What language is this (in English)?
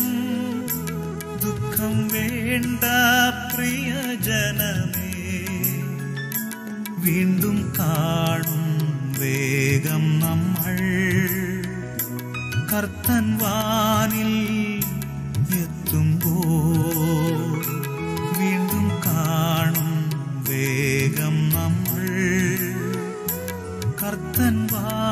Malayalam